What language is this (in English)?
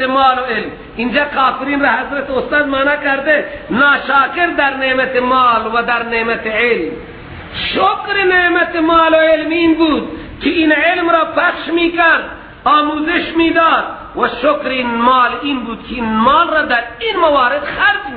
Persian